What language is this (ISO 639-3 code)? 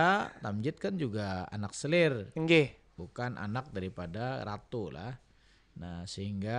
bjn